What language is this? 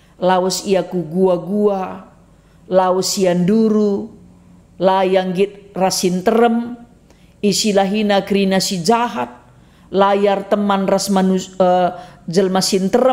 Batak Karo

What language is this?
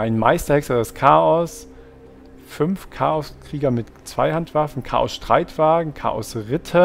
German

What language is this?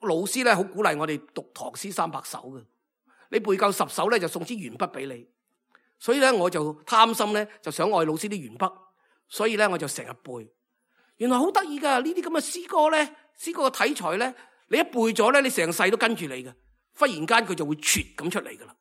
Cantonese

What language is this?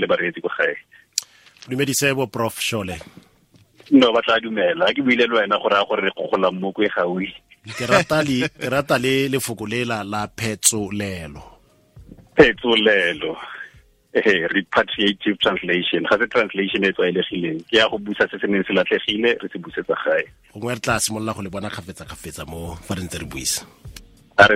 Tswana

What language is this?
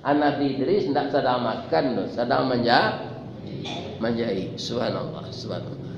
Minangkabau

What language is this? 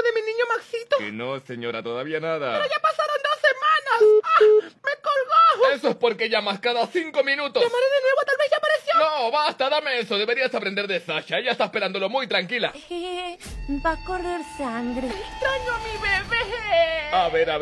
Spanish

